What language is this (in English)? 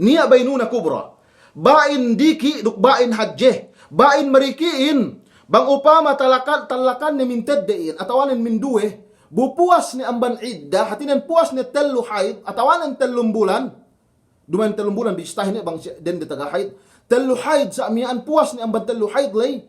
Yakan